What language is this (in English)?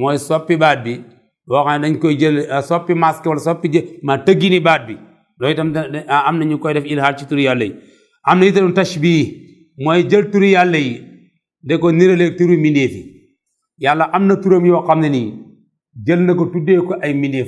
Wolof